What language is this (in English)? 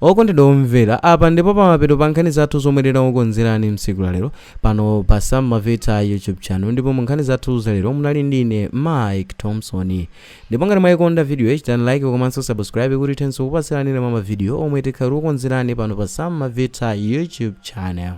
Nyanja